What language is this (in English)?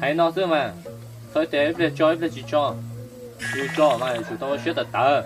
Hmong